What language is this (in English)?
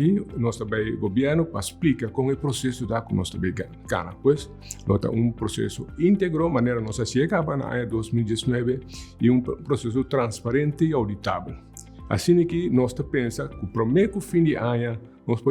Papiamento